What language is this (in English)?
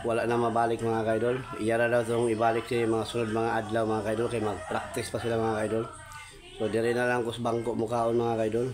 Cebuano